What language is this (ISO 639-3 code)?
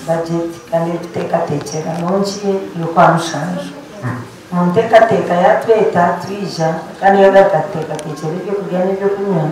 nyn